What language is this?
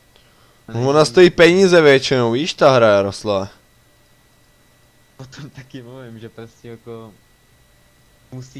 Czech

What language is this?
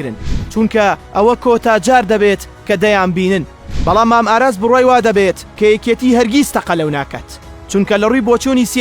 Central Kurdish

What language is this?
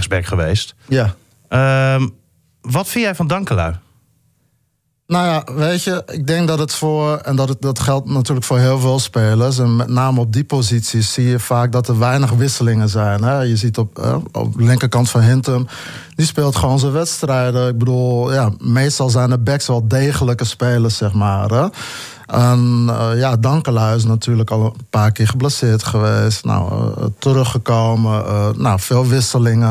Dutch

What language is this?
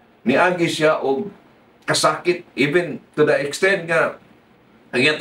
Cebuano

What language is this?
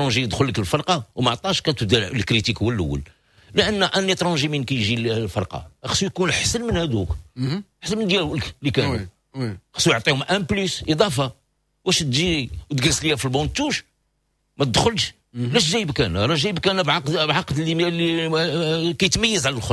Moroccan Arabic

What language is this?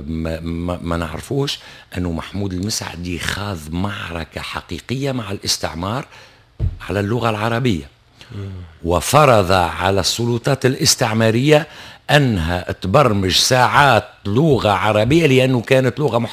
Tunisian Arabic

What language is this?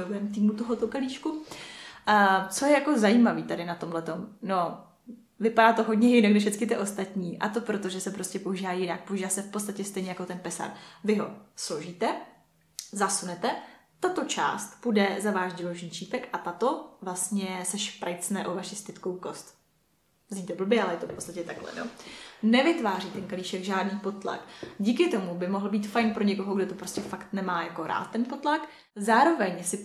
Czech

